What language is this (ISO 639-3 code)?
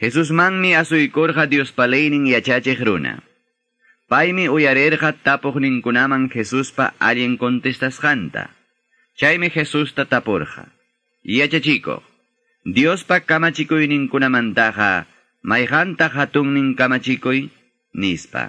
que